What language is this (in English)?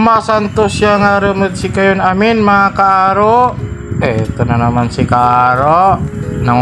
Pangasinan